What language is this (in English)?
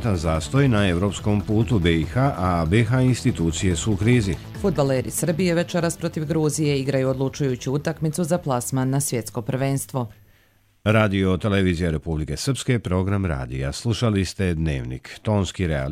Croatian